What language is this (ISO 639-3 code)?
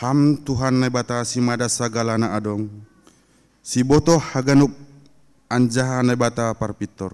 bts